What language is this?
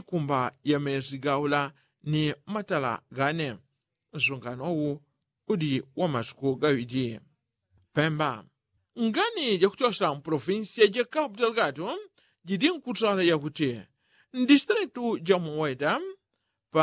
Yao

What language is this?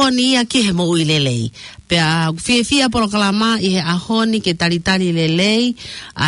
Tongan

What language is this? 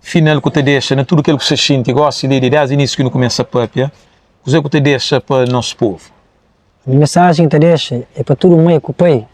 Kabuverdianu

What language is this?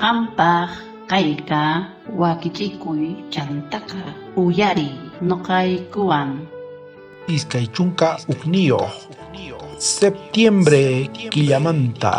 South Bolivian Quechua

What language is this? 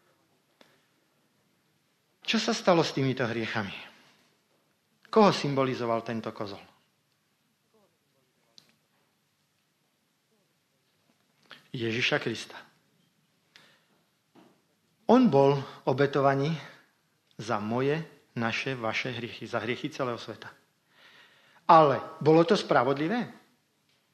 Slovak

